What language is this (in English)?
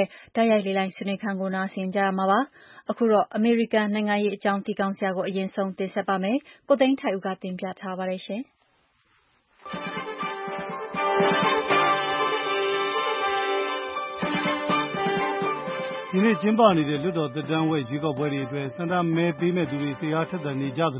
Burmese